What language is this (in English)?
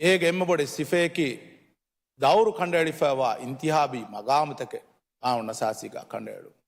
Divehi